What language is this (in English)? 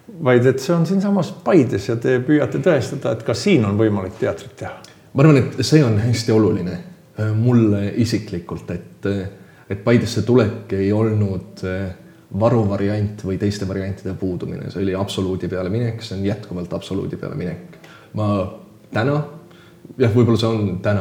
Estonian